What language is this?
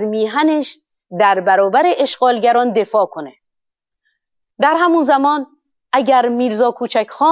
Persian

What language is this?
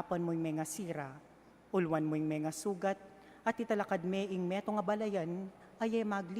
Pampanga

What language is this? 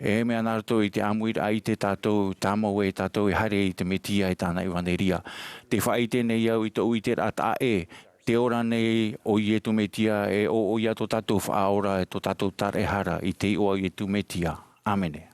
Tahitian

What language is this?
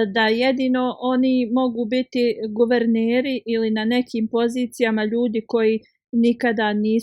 Bosnian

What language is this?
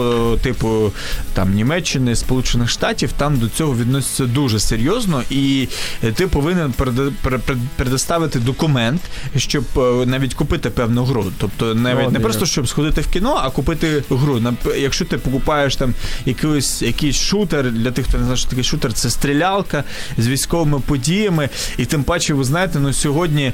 Ukrainian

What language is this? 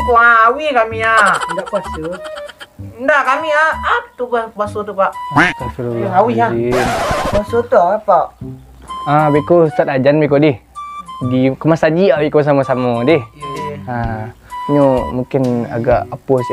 Minangkabau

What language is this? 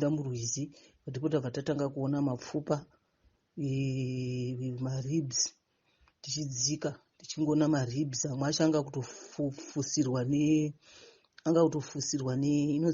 Shona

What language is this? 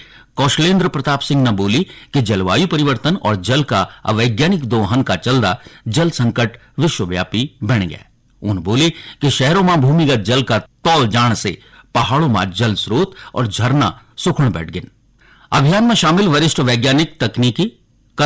Garhwali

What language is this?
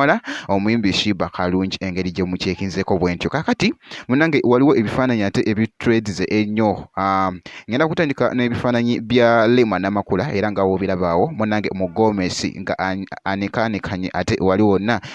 Ganda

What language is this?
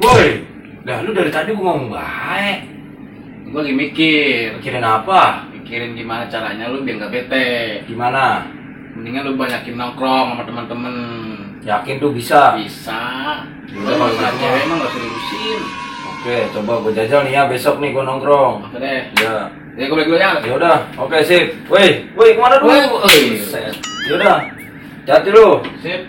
Betawi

